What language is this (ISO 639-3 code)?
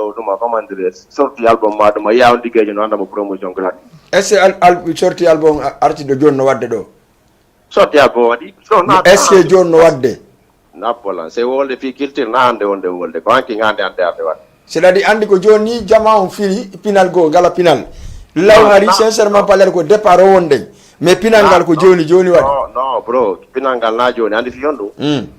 ful